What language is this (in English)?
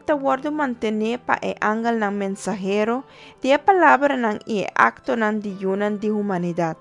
Papiamento